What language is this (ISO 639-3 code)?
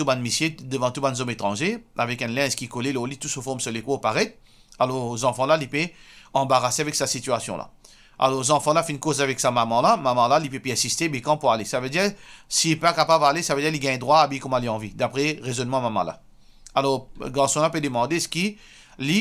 mfe